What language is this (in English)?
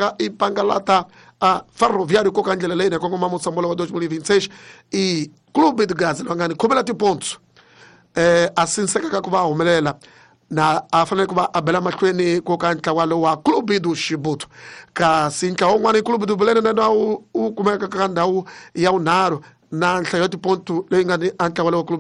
Tsonga